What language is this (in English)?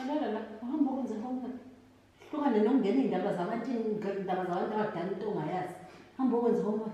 Zulu